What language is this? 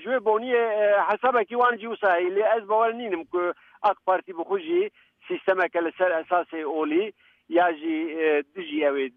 Kurdish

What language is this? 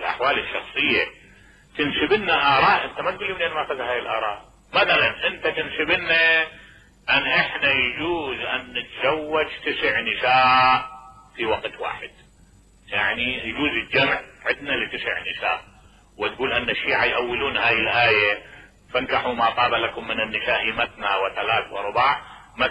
Mesopotamian Arabic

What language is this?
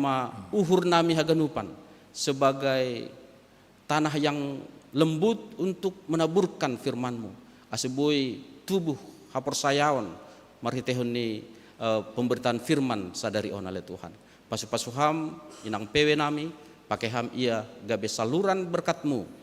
Batak Simalungun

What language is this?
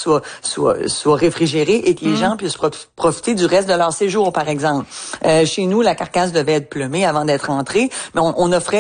French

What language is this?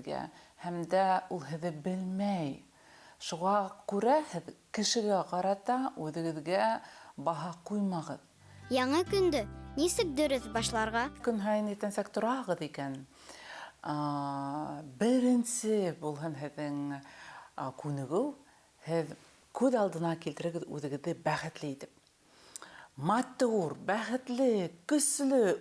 Bashkir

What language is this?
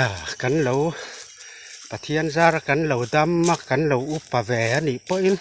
Mizo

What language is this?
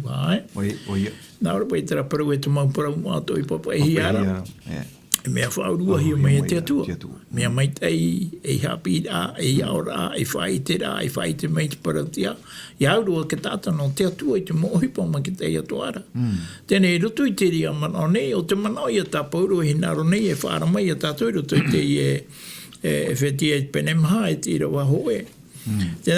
Tahitian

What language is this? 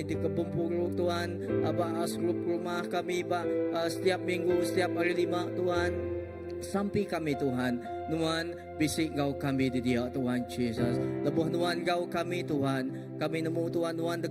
Iban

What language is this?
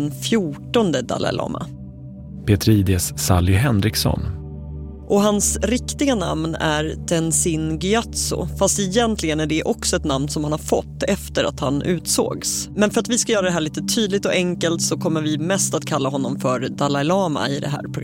Swedish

